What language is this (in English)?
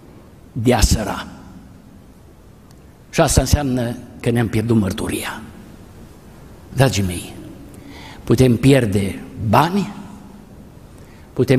Romanian